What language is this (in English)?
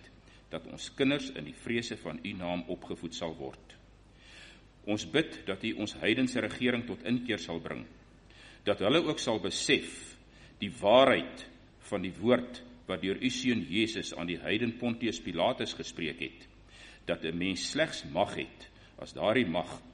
Afrikaans